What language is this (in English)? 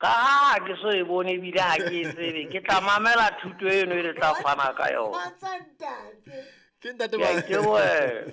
Southern Sotho